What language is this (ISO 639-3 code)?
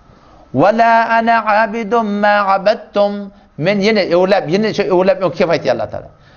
tuk